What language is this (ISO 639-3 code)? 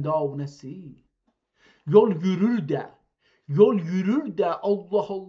azb